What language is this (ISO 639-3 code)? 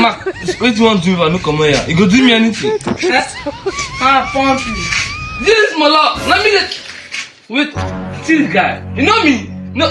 pcm